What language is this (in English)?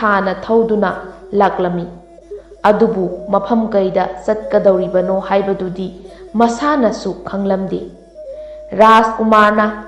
Manipuri